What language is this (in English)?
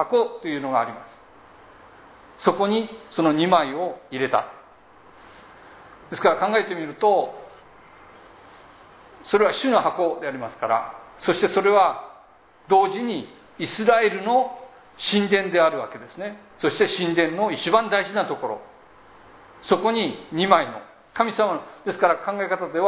Japanese